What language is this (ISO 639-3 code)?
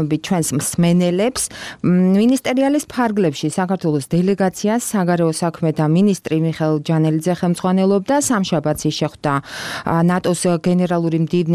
kat